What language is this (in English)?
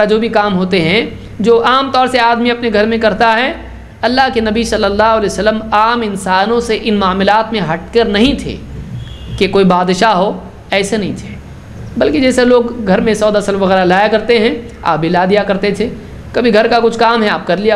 Urdu